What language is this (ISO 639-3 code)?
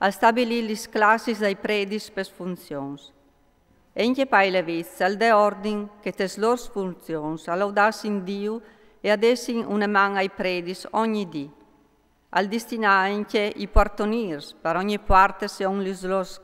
fur